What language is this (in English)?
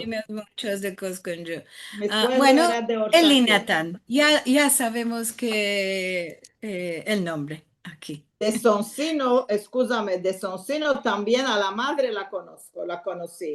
Ladino